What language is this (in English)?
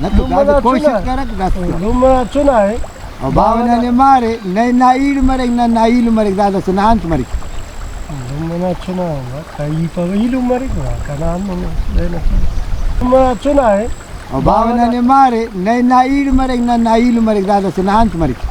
Brahui